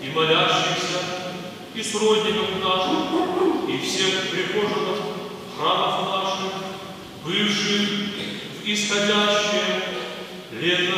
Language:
Russian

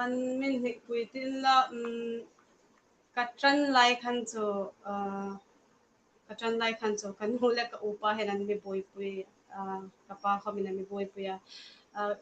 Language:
Hmar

